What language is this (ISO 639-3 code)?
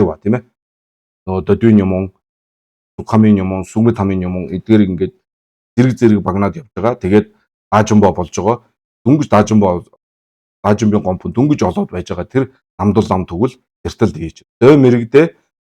mon